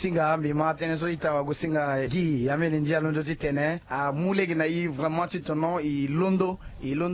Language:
Sango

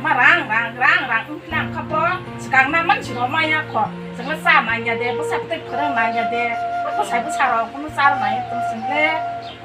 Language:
Kok Borok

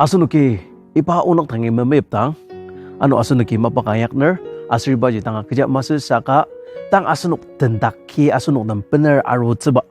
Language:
Ao Naga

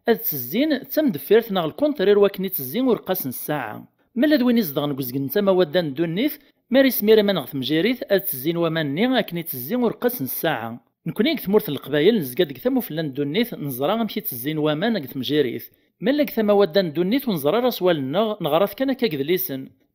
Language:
Kabyle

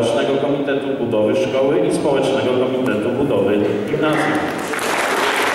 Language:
Polish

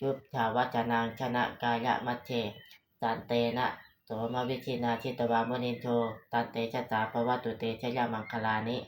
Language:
Pali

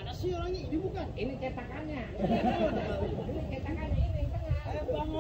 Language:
Betawi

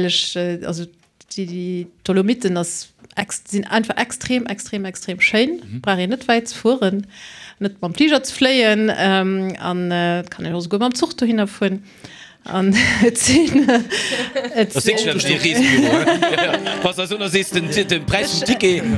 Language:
Luxembourgish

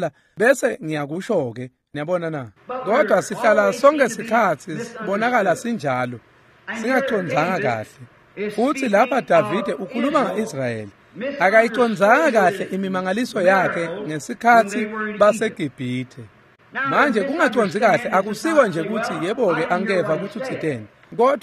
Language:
Swati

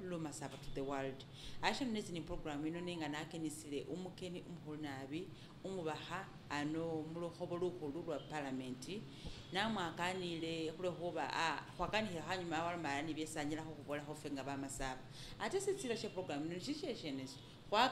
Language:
Masaaba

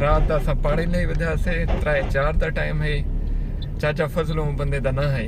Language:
Saraiki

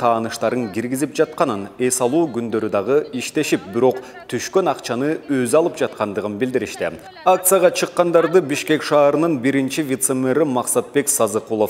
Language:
Kyrgyz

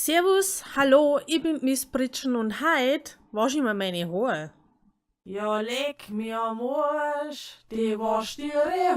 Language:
Bavarian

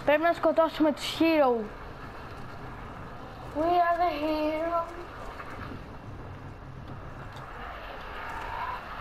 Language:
Greek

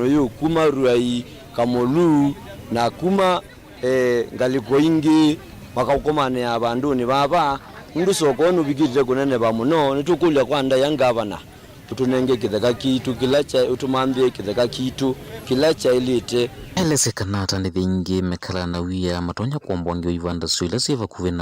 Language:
Kamba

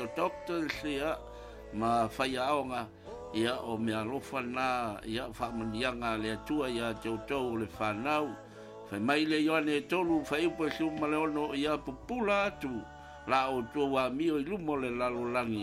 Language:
Samoan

